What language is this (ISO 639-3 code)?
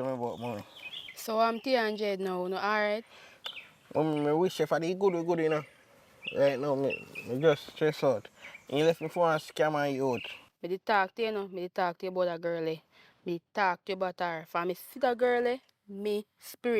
jam